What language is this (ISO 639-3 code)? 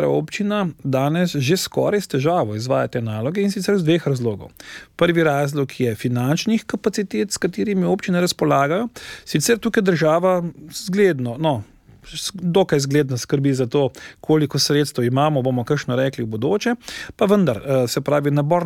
slv